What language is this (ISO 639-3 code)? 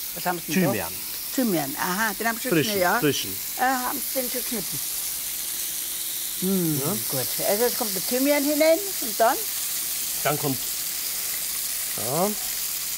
deu